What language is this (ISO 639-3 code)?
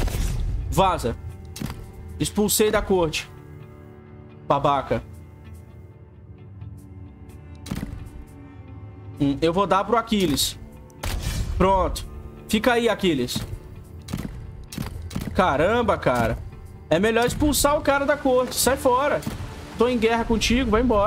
por